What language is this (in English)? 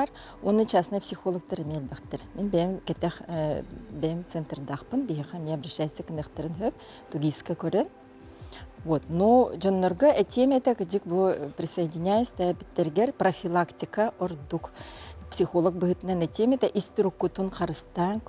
Yakut